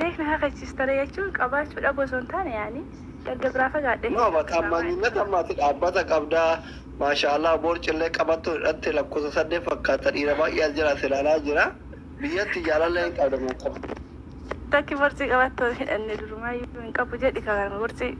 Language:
Oromo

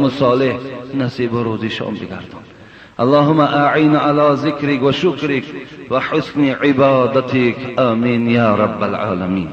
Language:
Persian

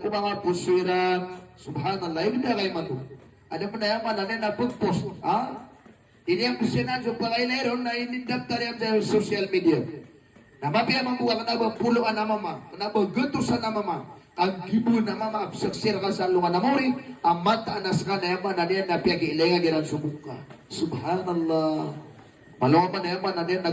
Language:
Maranao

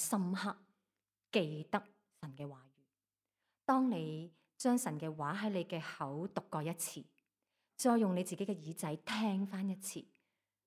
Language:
Cantonese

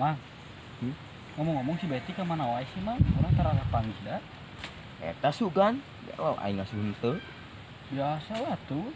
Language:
Sundanese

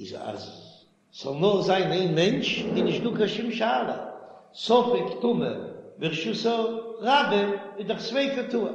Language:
Yiddish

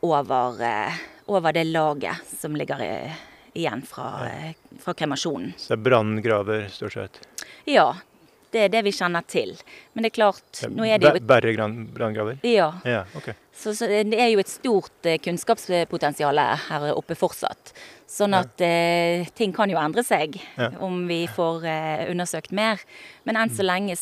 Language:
Norwegian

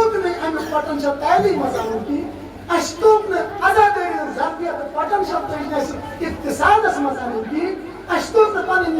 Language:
Kashmiri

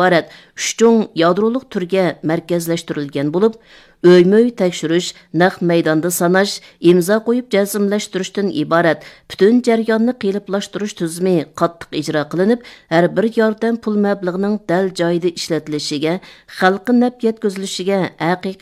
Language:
Uyghur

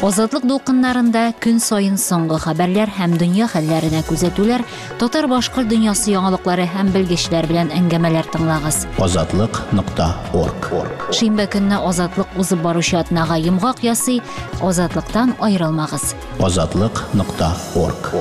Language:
Tatar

